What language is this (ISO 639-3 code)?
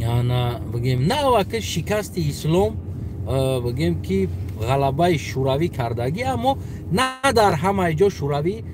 tgk